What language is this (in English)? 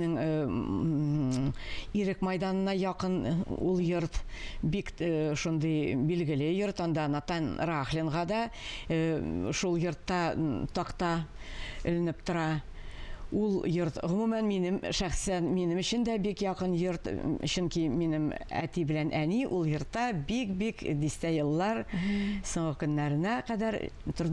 Tatar